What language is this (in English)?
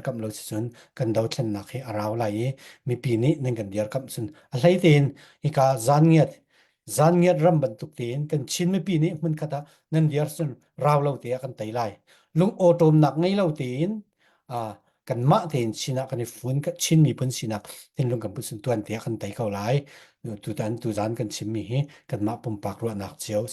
Falam Chin